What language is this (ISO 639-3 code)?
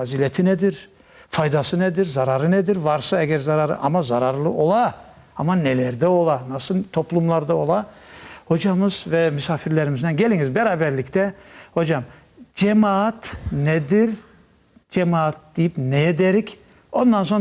crh